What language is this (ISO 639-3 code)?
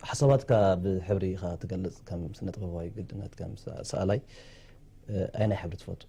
tir